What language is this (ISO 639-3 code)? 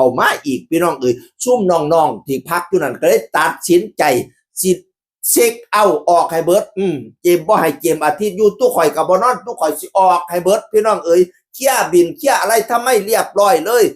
tts